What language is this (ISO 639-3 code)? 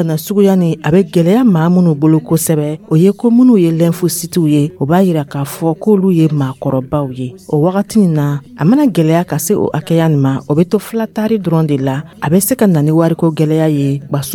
dyu